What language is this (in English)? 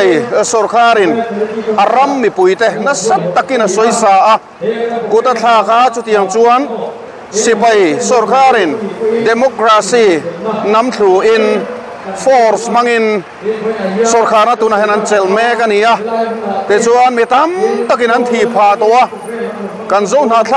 Mizo